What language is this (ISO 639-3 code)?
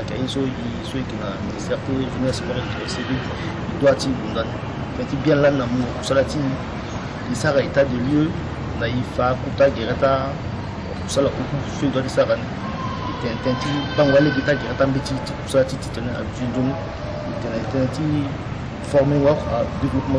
sag